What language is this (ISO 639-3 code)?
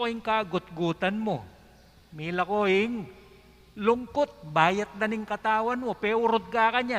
pam